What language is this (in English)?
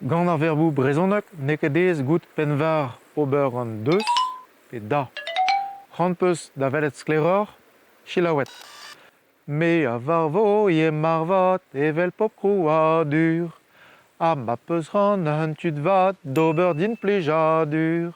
Breton